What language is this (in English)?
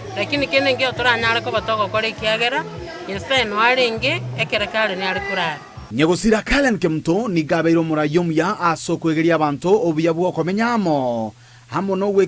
Gusii